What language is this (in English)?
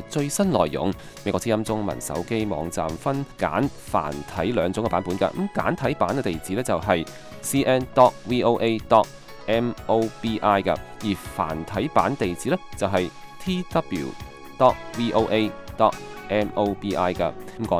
Cantonese